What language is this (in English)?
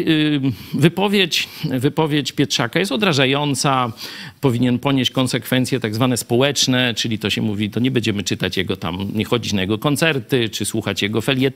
Polish